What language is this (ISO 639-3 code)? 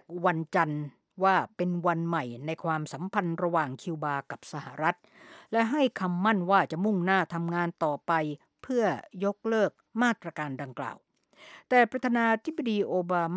tha